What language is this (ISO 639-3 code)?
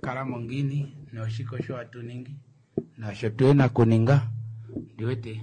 kua